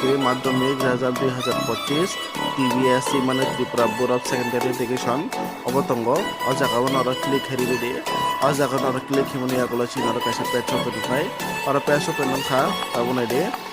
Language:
Kok Borok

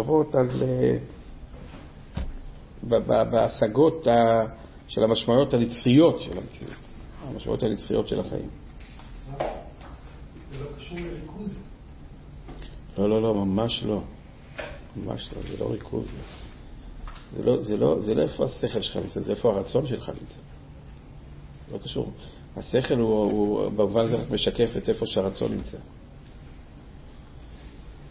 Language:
Hebrew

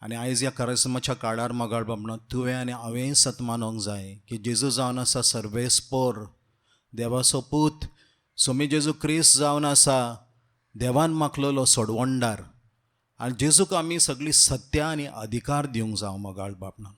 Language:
Konkani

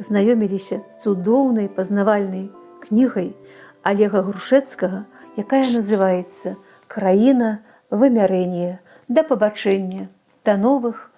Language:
Belarusian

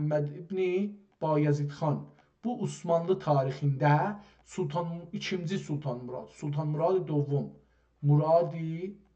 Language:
South Azerbaijani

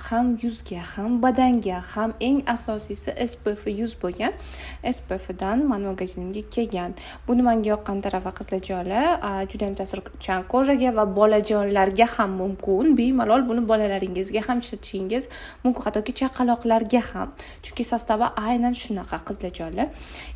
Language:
Uzbek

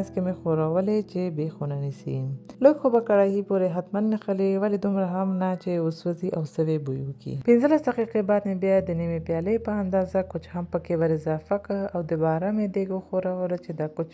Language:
Pashto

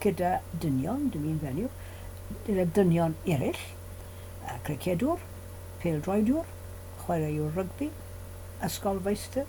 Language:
Welsh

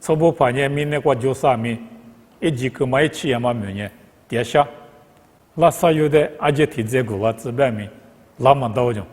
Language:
Lisu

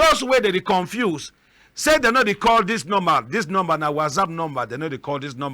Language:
Cameroon Pidgin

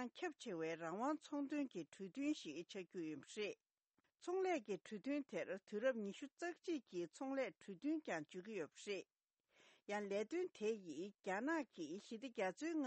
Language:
Tibetan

